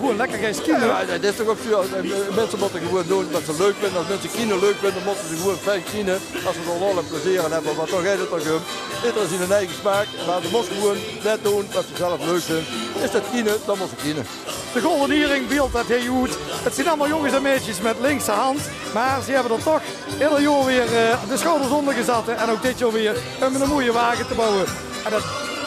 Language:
Limburgish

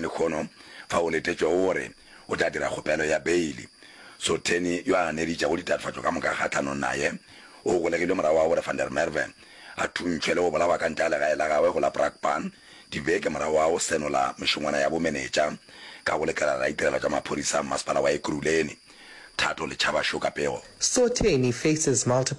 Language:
Northern Sotho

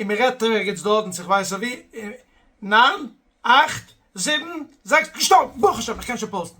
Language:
Yiddish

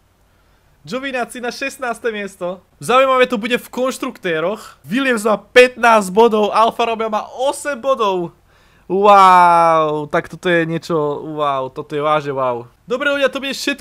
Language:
Slovak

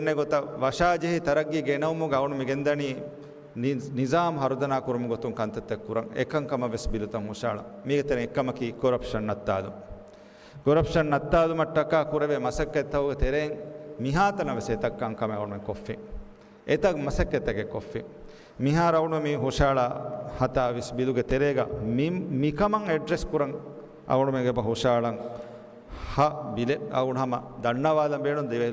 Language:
Divehi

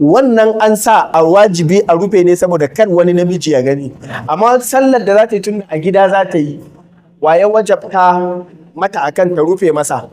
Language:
Hausa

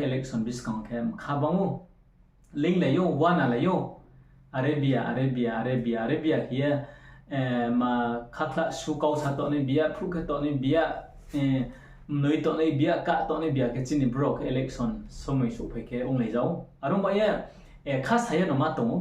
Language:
Riang (India)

